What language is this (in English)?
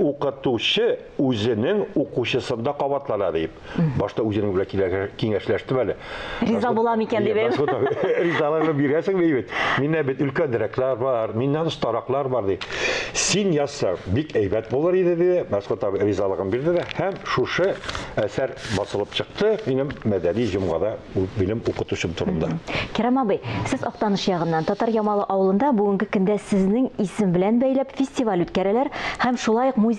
Tatar